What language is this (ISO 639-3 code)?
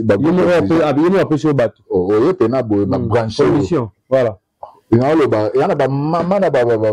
lin